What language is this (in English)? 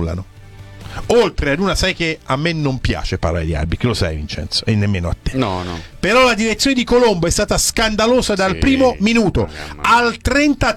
Italian